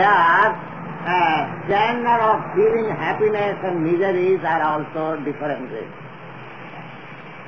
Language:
English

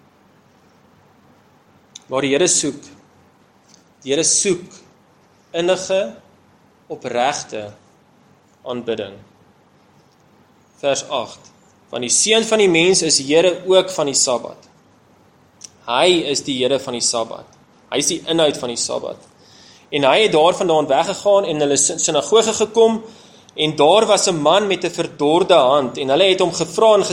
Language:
Afrikaans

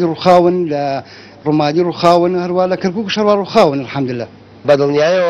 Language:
Central Kurdish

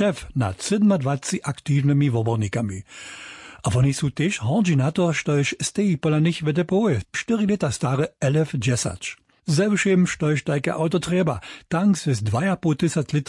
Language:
Upper Sorbian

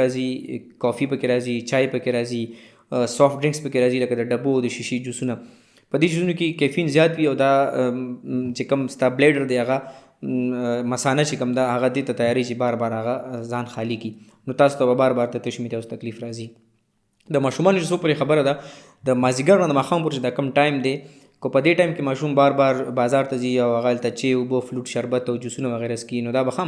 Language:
Pashto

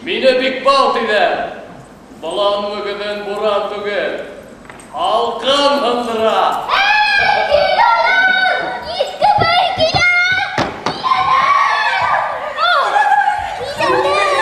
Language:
Bashkir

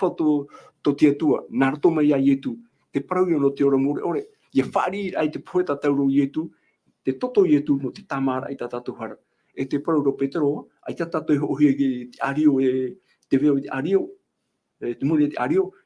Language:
Tahitian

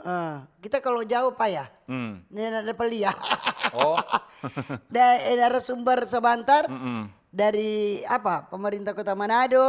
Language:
Manado Malay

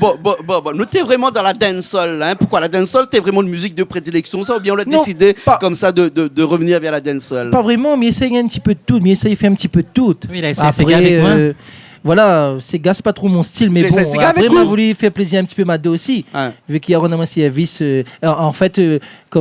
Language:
Réunion Creole French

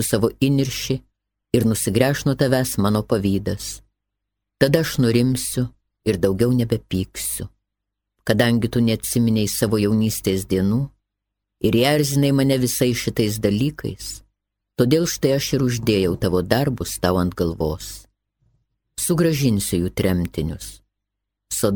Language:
Lithuanian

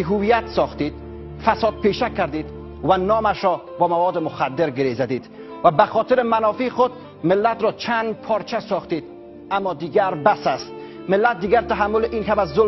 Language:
Tajik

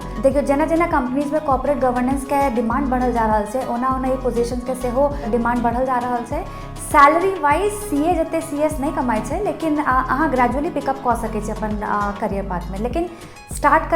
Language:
Maithili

